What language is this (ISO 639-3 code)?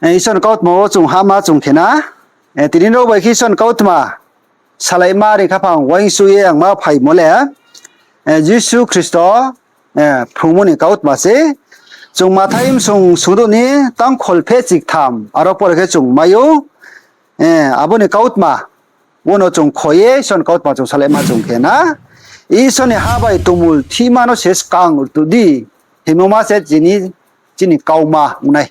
ria